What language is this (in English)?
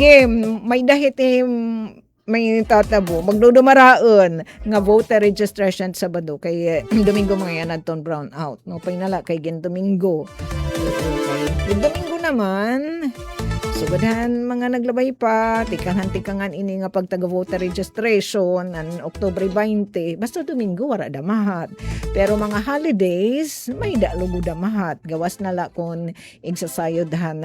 Waray